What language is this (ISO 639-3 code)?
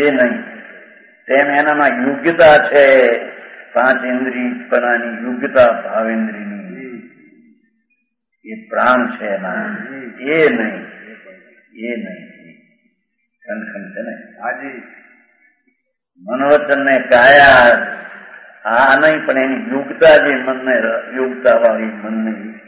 guj